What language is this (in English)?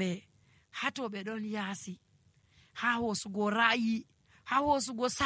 Nigerian Fulfulde